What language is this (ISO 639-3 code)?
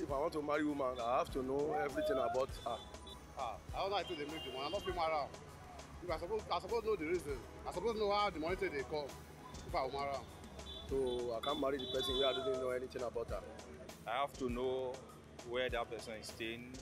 pcm